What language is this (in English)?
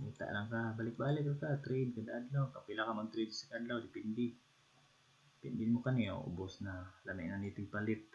Cebuano